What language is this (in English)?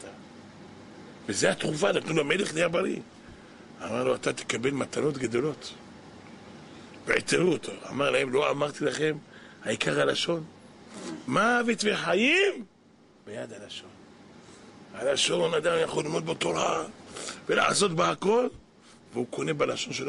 Hebrew